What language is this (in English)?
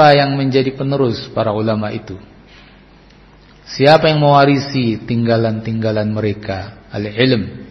Indonesian